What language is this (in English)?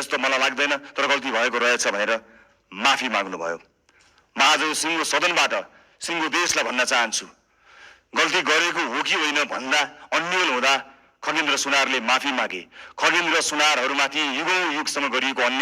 Nepali